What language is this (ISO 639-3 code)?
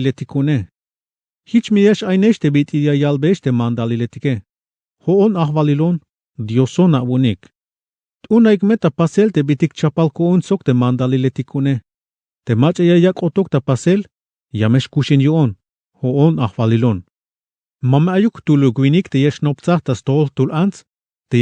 tzh